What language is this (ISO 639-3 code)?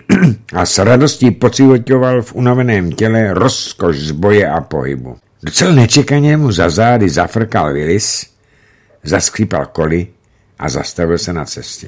ces